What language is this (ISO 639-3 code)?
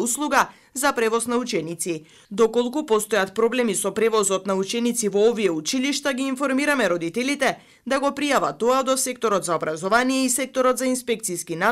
mkd